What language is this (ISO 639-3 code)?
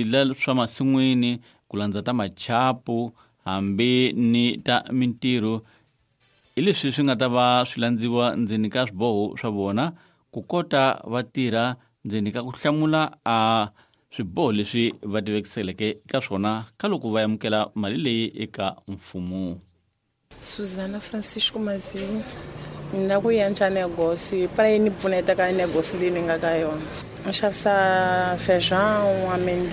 tso